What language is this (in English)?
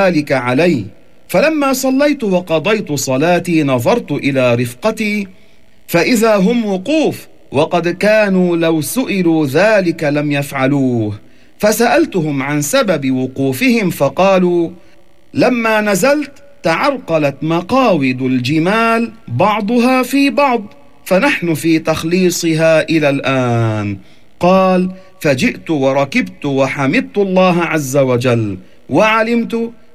Arabic